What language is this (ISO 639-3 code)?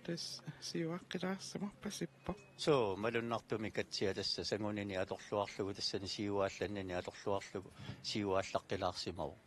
kal